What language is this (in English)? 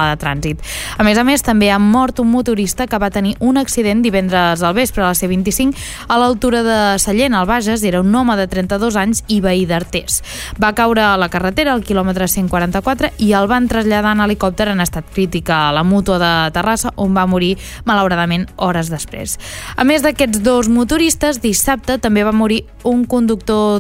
Catalan